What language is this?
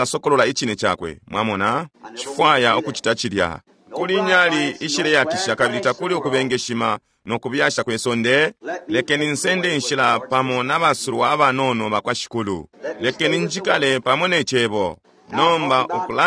Bemba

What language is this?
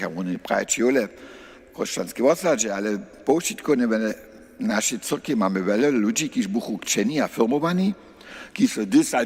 Upper Sorbian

